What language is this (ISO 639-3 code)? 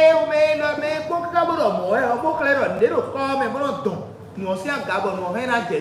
fon